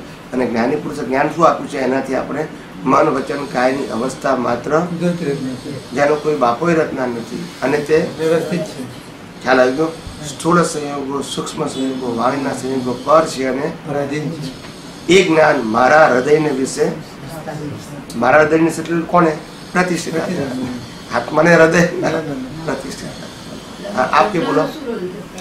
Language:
Gujarati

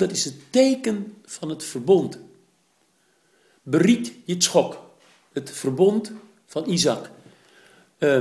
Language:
Dutch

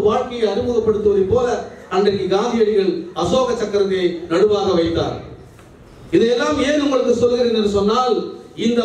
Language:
Tamil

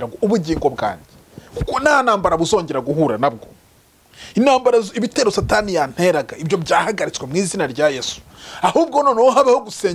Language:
Kinyarwanda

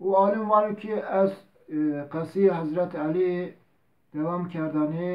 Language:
Zaza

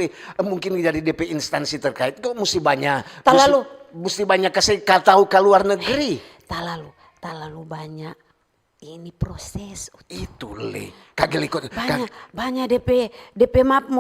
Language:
Manado Malay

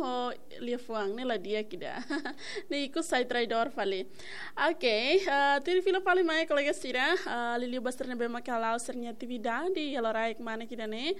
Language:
Tetum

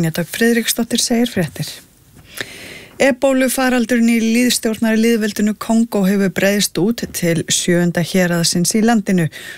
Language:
Icelandic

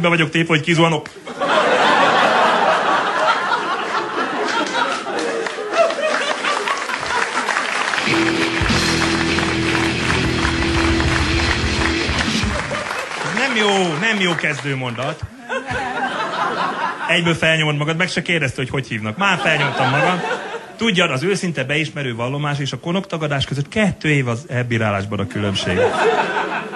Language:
Hungarian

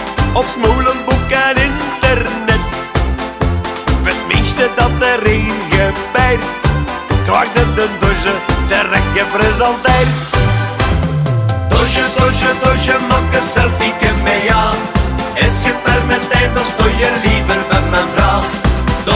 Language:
Dutch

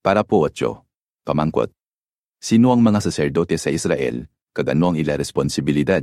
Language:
Hiligaynon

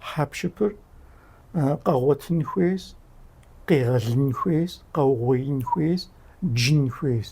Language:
Kabardian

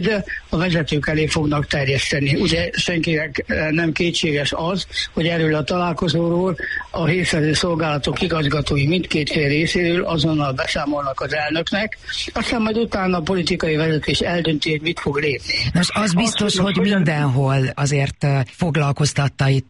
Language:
Hungarian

